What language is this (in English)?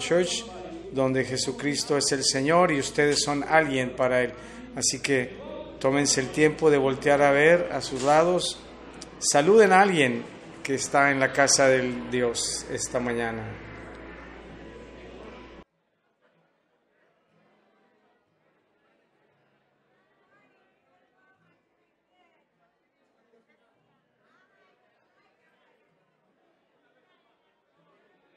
Spanish